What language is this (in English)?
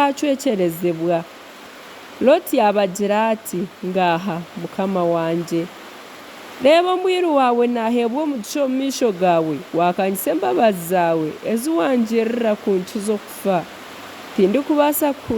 Nyankole